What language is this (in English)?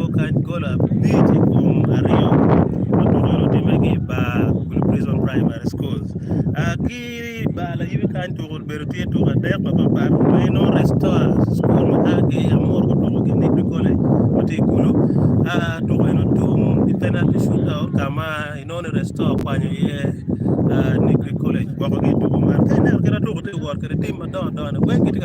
Acoli